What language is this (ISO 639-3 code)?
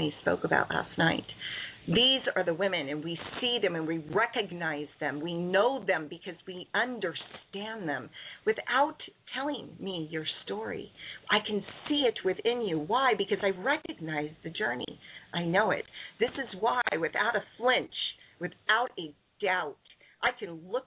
eng